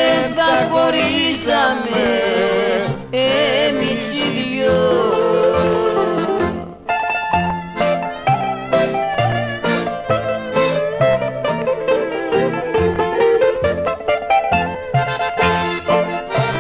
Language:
Greek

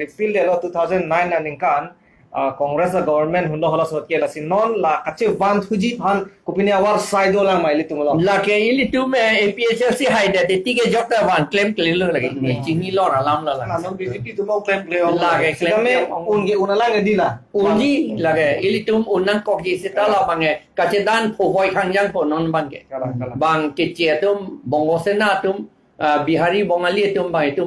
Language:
Karbi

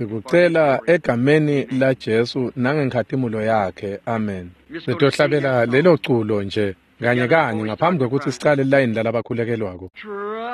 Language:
Swati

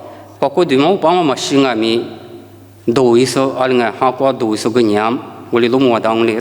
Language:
Lisu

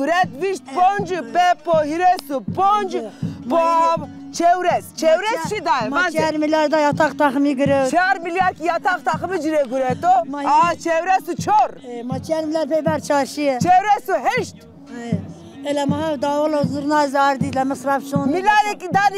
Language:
Zaza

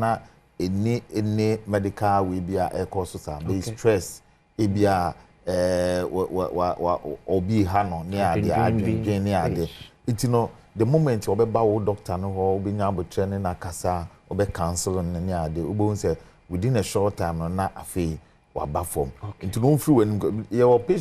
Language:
Akan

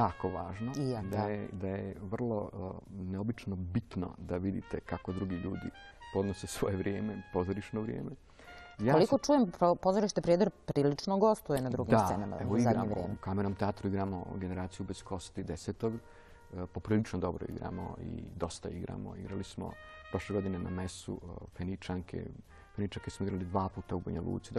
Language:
Serbian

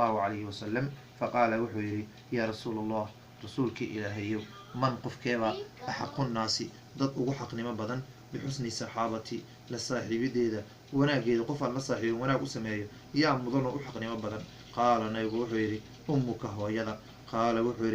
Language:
Somali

